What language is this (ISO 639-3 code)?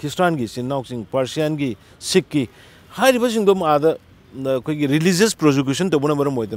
mni